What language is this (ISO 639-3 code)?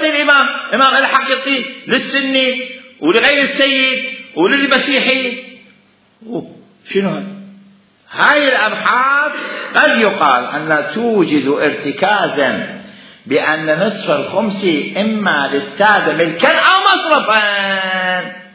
acm